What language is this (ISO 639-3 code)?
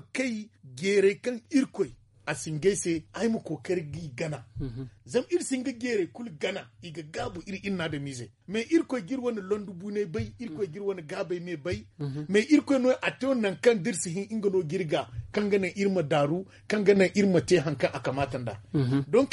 dje